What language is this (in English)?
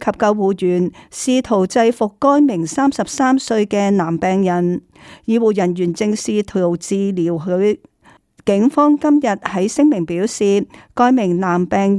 Cantonese